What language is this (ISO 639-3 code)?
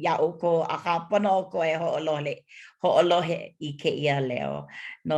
haw